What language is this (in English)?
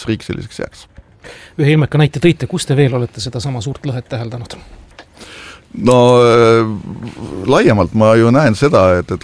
Estonian